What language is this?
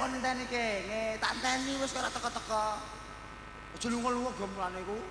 Javanese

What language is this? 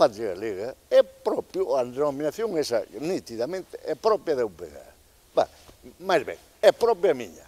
Galician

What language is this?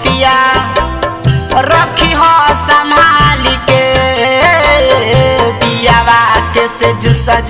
Bhojpuri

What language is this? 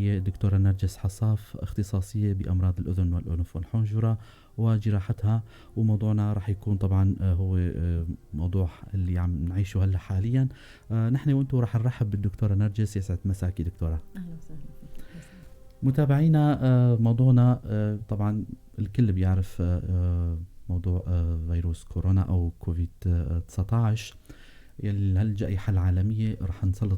North Levantine Arabic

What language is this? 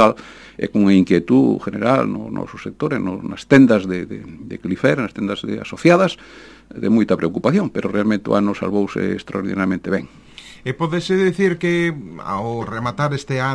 Galician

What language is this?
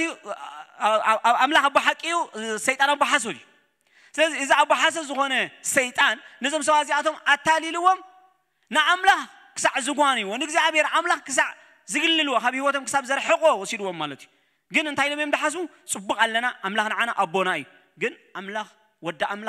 Tigrinya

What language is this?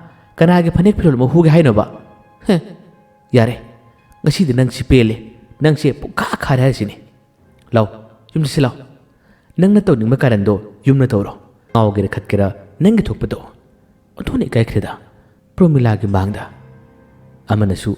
Manipuri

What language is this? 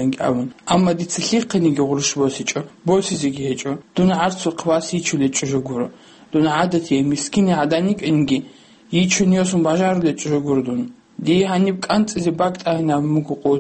Avaric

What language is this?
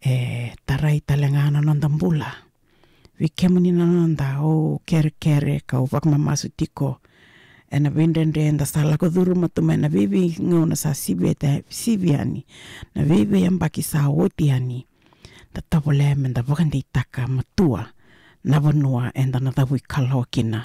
Fijian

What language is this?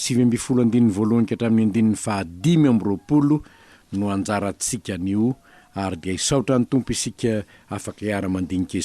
Malagasy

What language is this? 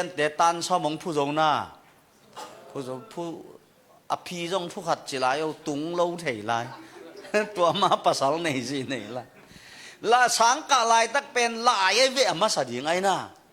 Tedim Chin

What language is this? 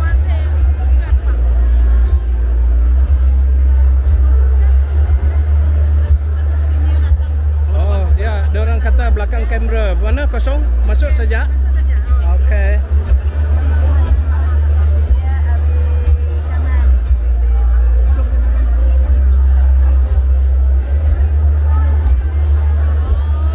Malay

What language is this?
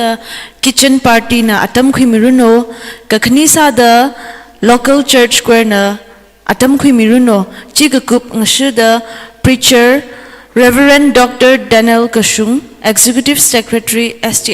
Tangkhul Naga (India)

